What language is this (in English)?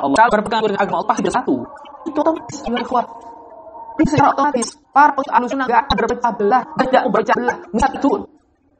Indonesian